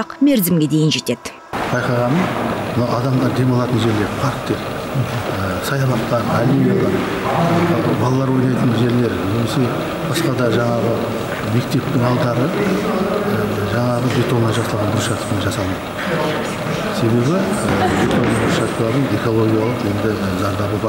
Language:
Kazakh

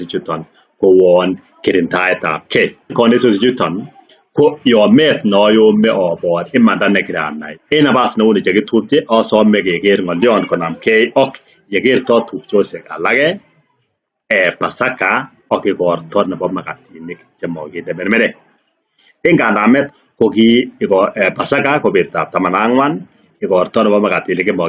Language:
Kalenjin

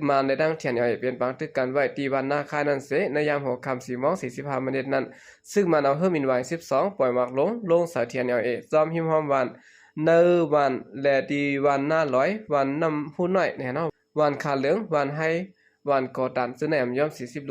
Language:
Shan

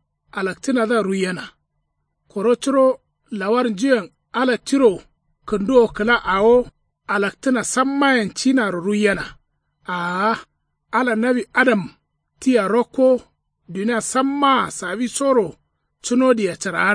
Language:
Kanuri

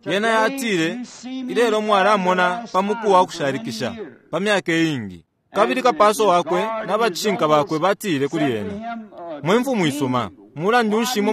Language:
Bemba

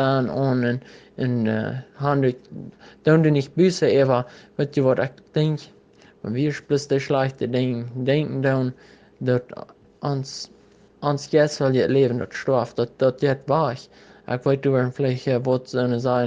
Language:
Plautdietsch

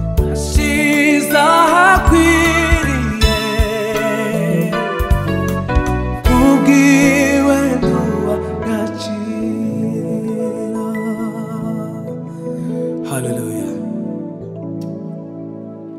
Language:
Kinyarwanda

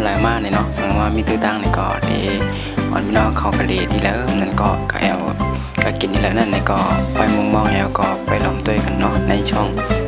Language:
Shan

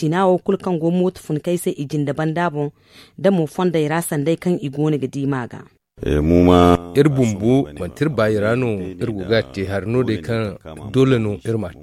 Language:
Zarma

